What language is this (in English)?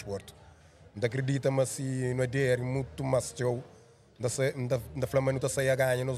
Kabuverdianu